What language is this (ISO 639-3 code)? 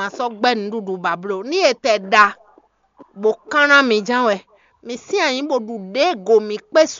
fon